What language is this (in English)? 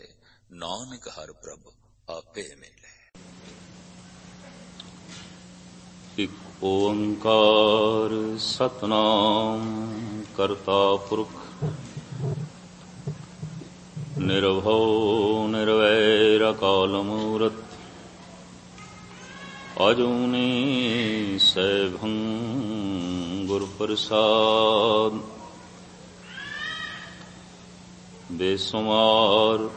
Punjabi